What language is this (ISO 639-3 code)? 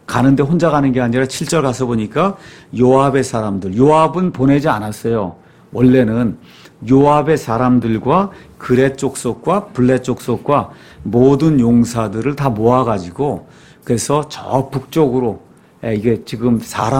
kor